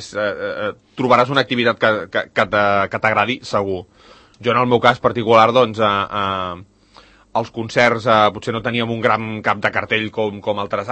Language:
Catalan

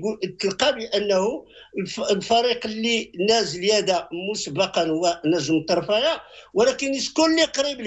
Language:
Moroccan Arabic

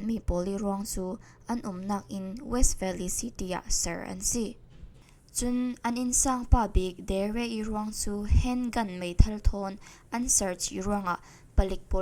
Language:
Falam Chin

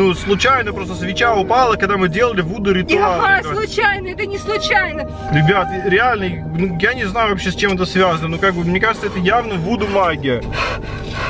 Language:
Russian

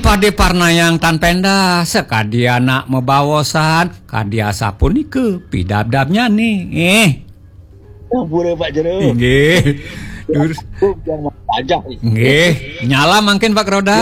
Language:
Balinese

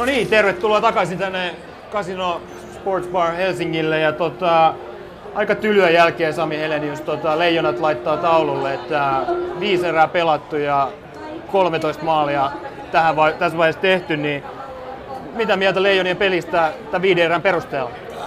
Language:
Finnish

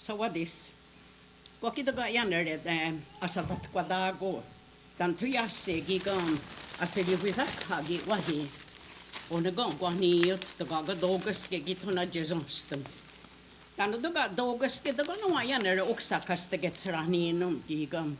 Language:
Mohawk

